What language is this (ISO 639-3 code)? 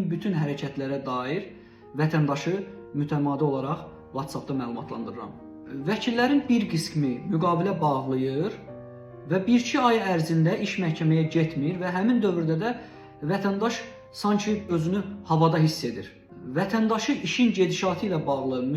aze